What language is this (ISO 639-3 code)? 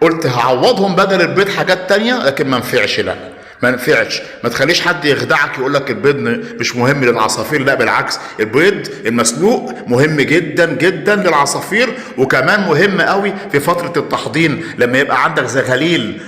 arz